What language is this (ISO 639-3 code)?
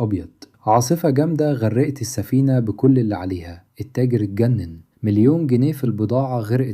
arz